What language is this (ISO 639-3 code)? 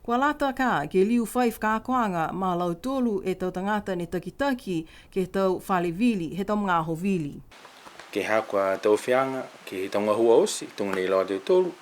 niu